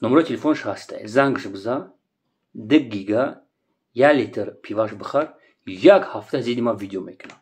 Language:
Tajik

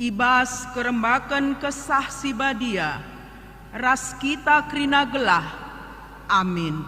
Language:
Batak Karo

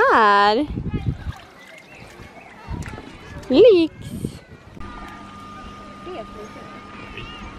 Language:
Swedish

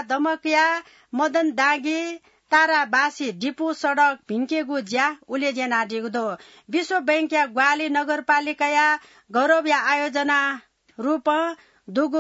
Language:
Newari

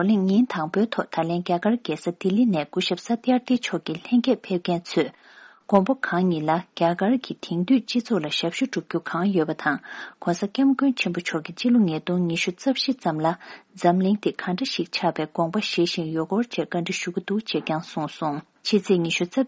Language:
Tibetan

